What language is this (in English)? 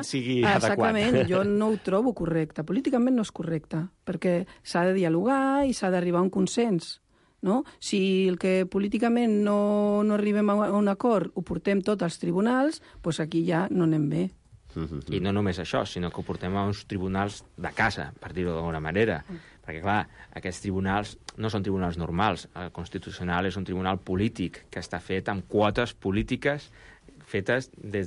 Catalan